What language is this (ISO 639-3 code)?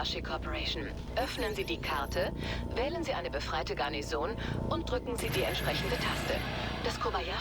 bar